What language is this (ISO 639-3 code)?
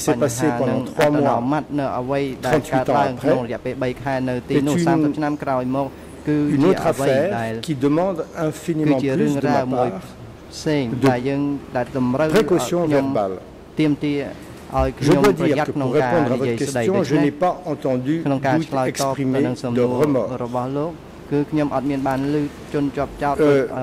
fra